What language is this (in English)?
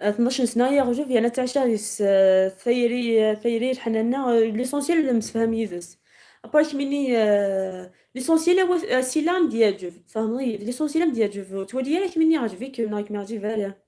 Algerian Arabic